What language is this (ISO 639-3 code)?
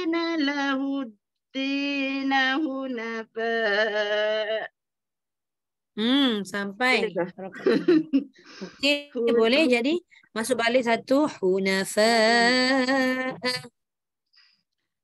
msa